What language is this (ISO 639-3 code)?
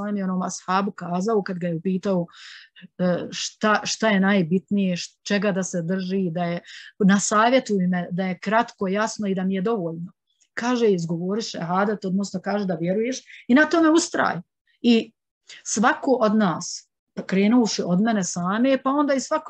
bos